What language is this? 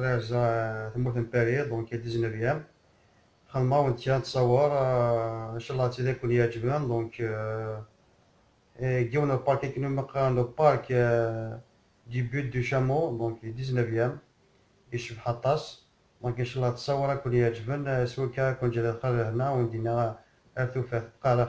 Kabyle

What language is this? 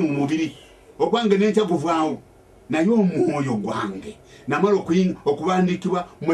Ganda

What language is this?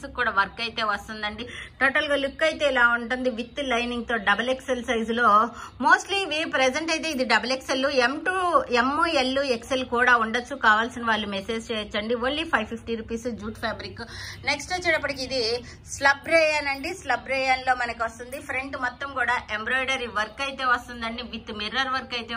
Telugu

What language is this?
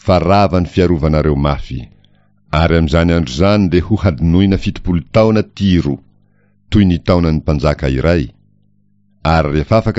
Malagasy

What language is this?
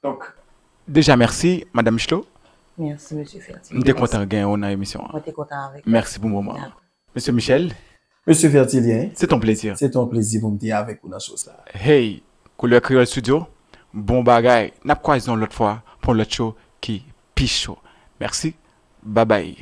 Haitian Creole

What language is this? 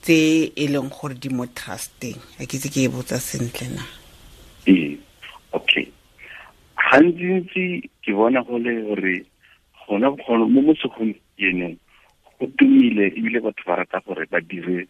Tswana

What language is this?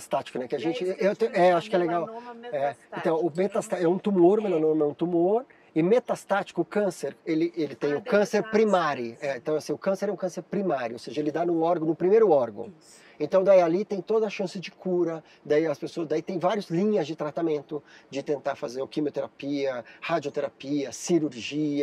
Portuguese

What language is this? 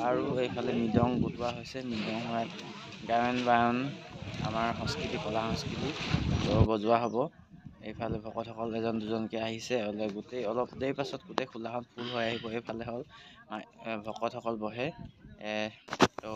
Assamese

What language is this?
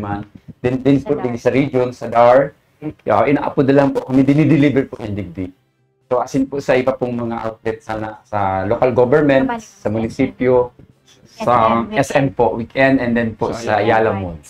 Bikol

